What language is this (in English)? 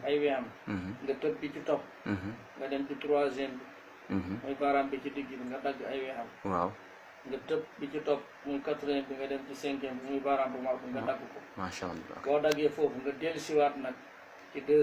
Wolof